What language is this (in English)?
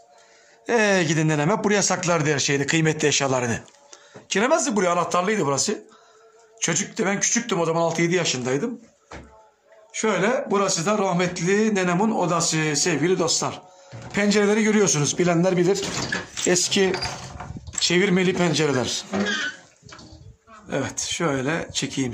Turkish